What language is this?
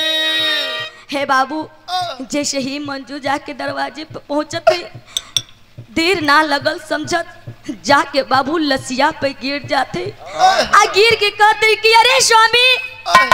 Bhojpuri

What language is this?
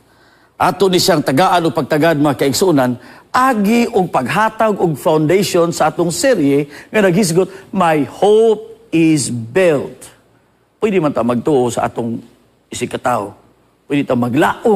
Cebuano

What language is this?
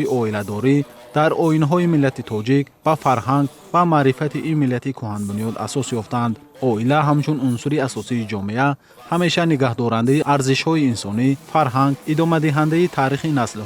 Tajik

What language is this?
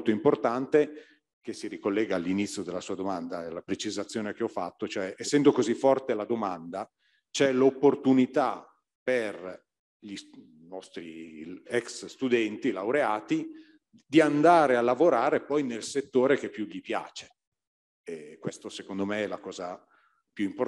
Italian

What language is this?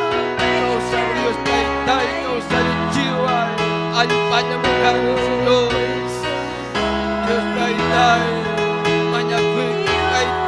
Ayacucho Quechua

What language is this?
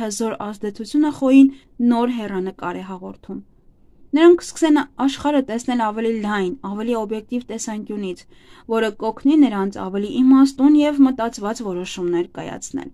Armenian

